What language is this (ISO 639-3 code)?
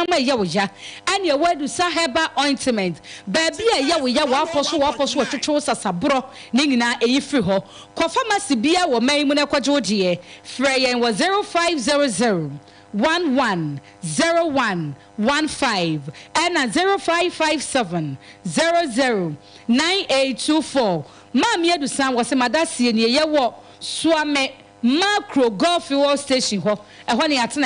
aka